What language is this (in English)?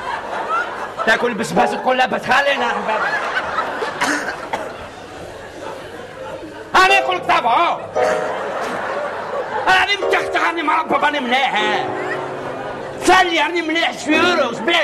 Algerian Arabic